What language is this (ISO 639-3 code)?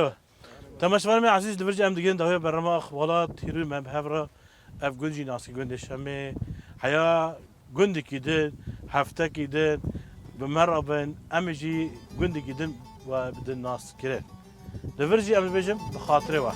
kur